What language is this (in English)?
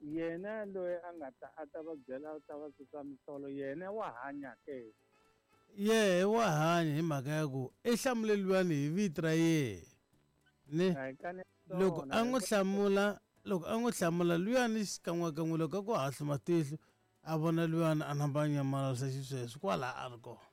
Tsonga